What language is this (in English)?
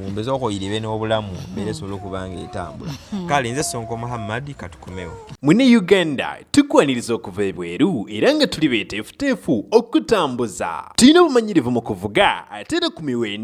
Ganda